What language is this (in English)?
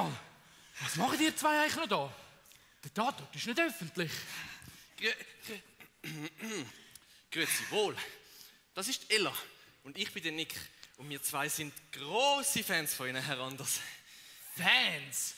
Swiss German